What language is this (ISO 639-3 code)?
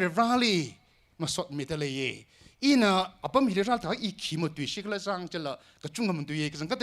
nmf